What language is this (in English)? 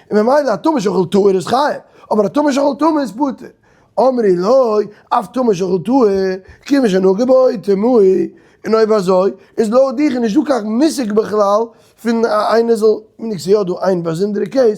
Yiddish